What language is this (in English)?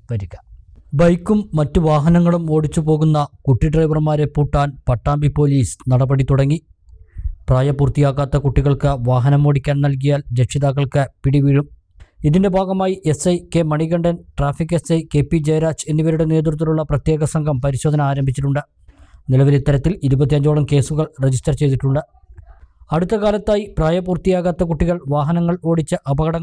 Malayalam